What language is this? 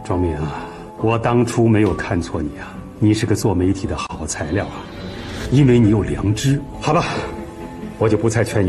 Chinese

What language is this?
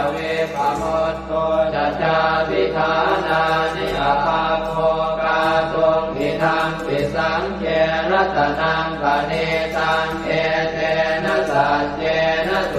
Pali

